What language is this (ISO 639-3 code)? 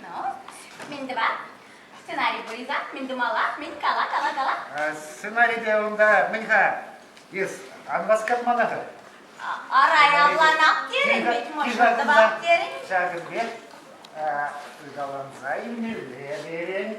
chv